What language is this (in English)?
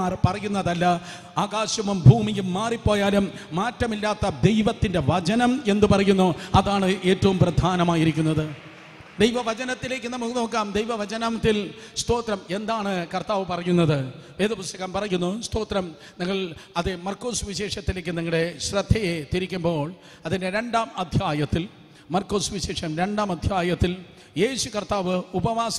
Malayalam